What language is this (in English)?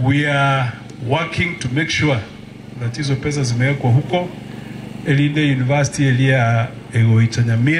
Gusii